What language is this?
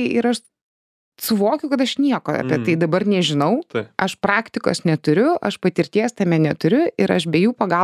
Lithuanian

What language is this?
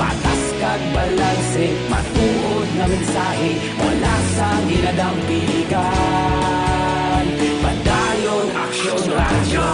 Hiligaynon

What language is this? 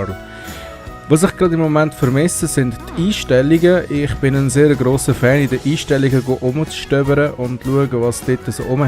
Swiss German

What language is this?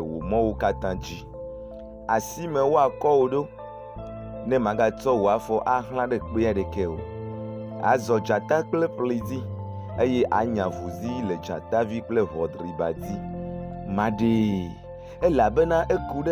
Ewe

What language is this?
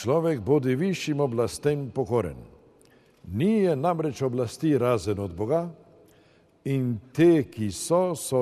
Slovenian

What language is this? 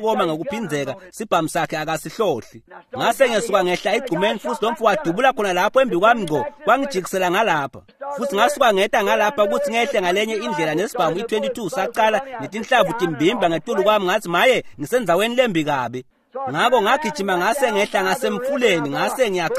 Swati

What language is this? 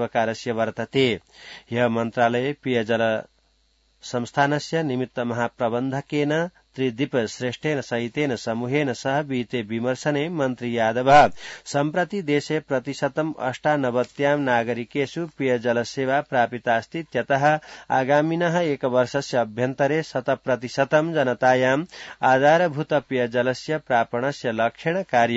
Sanskrit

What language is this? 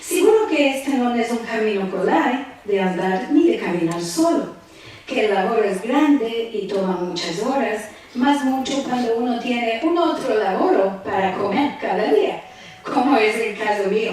Ladino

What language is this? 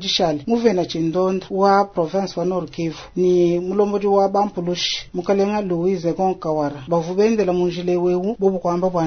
Luba-Lulua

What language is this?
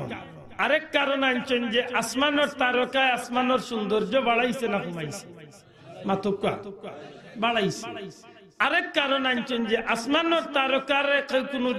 Sylheti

